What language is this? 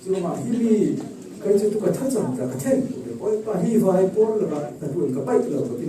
Falam Chin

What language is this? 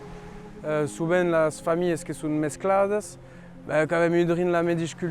Occitan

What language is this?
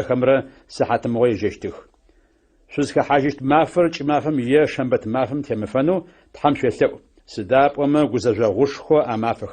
Adyghe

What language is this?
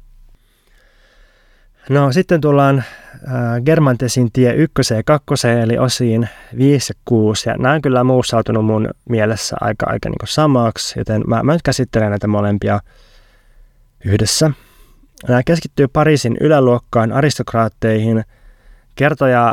Finnish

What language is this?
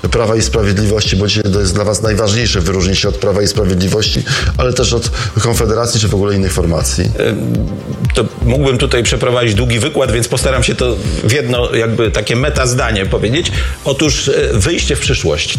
Polish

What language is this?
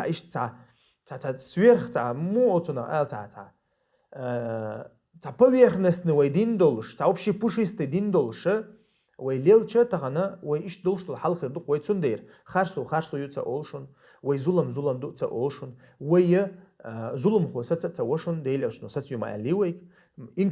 Chechen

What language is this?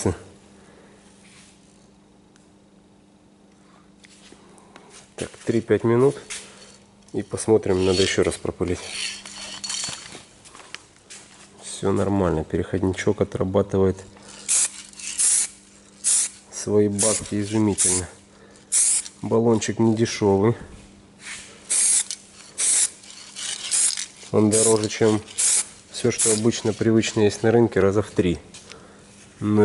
Russian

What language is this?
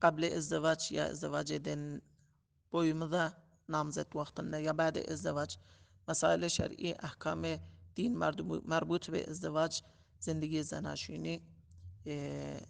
Turkmen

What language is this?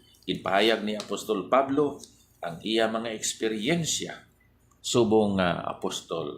Hiligaynon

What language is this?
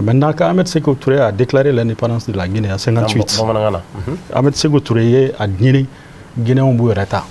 Bambara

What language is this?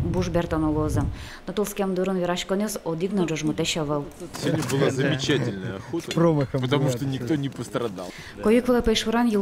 Udmurt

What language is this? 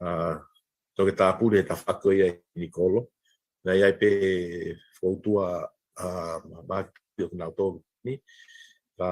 Tongan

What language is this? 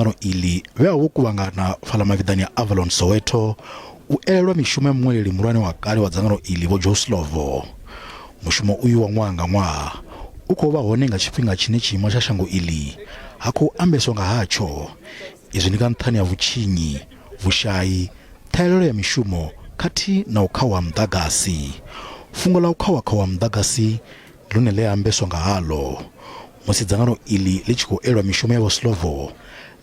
Venda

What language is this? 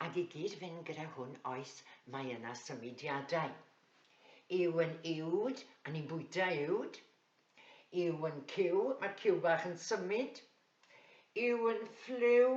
Welsh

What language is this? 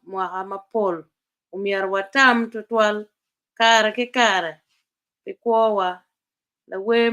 Acoli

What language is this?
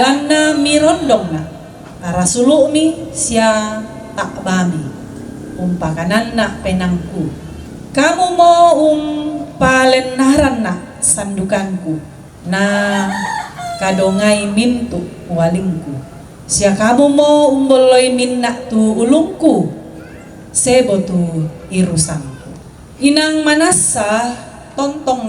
Toraja-Sa'dan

